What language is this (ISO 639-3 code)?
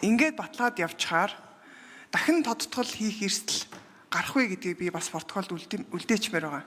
mon